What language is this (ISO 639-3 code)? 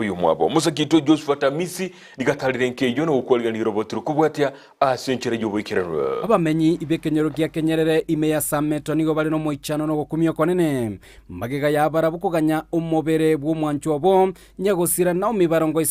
guz